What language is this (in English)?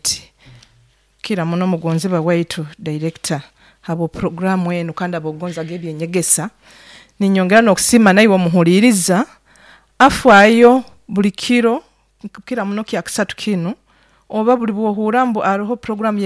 Nyoro